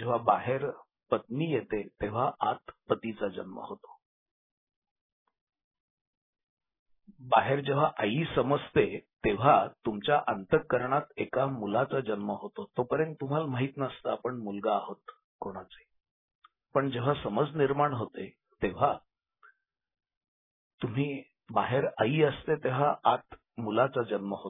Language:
Marathi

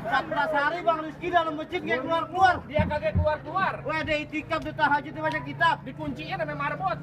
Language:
Betawi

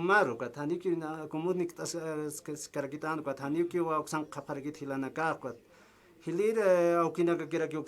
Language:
Aymara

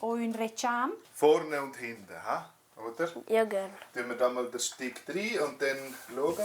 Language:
Romansh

